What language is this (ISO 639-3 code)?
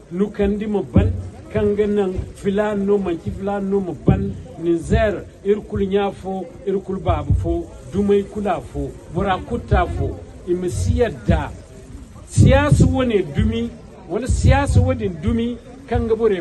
dje